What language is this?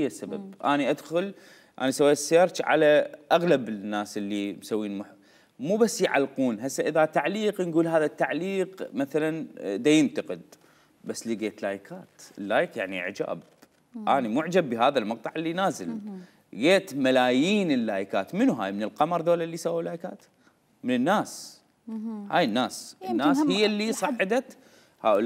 Mesopotamian Arabic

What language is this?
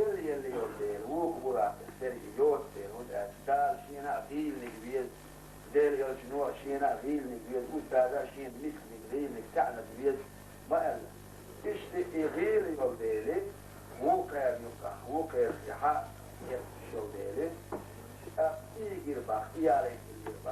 Chechen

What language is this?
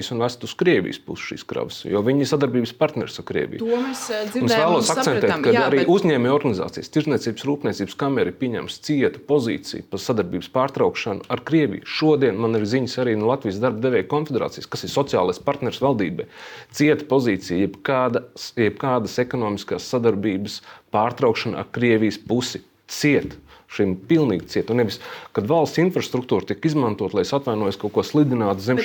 Latvian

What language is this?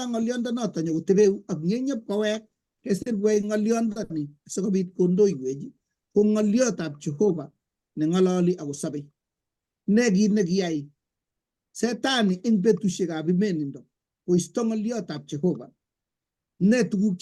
Kalenjin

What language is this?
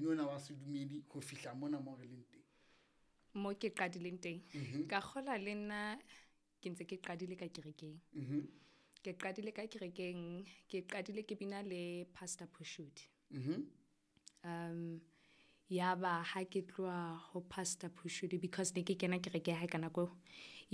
Southern Sotho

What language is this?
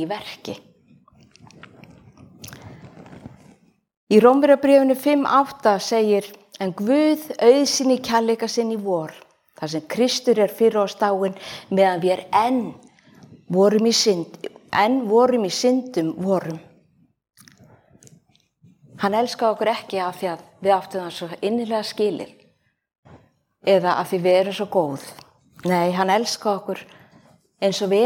Icelandic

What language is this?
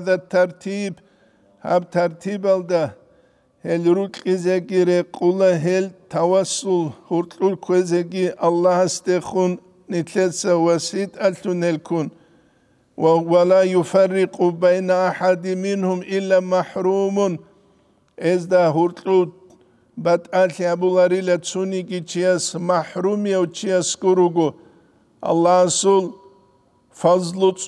Avaric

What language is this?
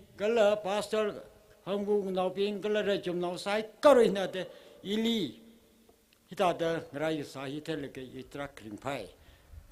Tangkhul Naga (India)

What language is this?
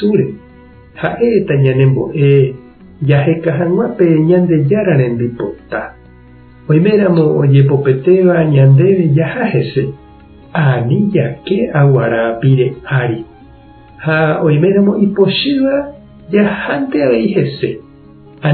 Guarani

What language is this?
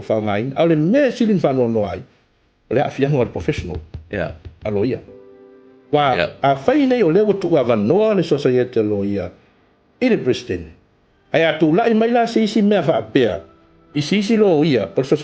Samoan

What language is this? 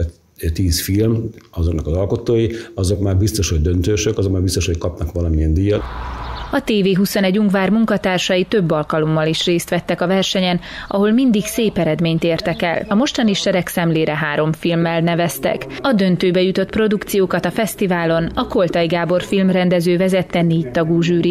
Hungarian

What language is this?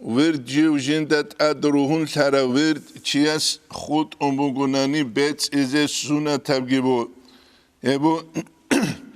Avaric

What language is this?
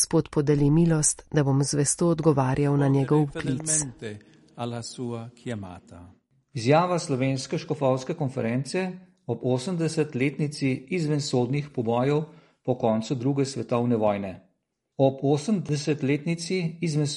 Slovenian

